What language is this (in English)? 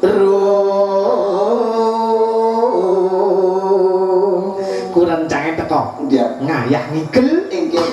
Balinese